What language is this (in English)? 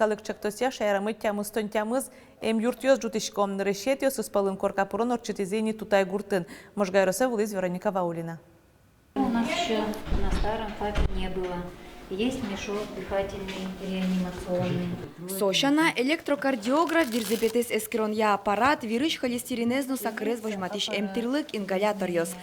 Udmurt